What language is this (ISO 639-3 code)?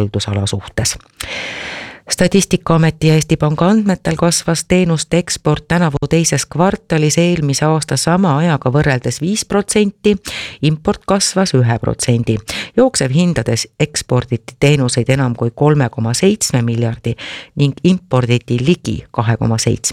est